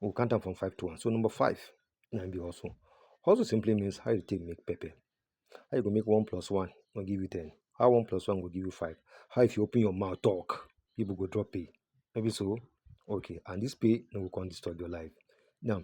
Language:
Nigerian Pidgin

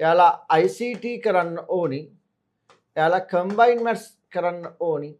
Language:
Sinhala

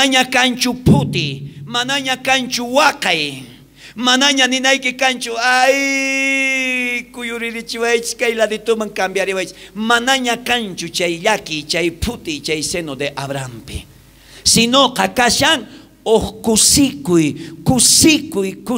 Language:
South Bolivian Quechua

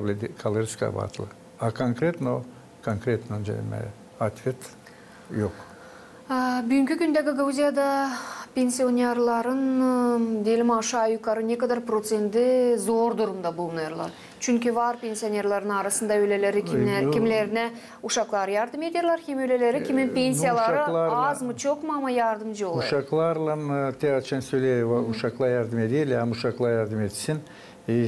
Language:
Gagauz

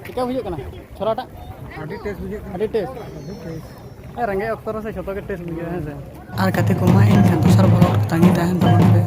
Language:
Santali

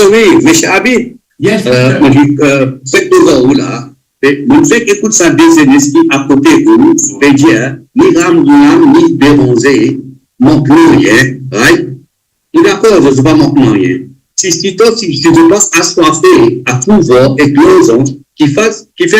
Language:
Morisyen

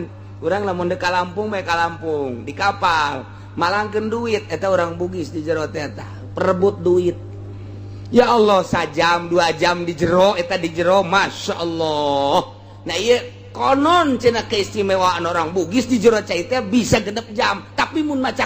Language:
Sundanese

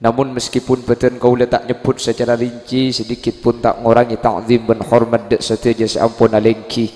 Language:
Madurese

